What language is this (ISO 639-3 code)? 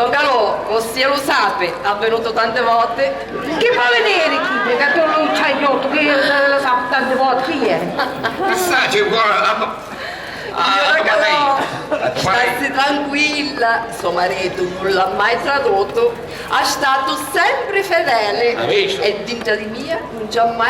scn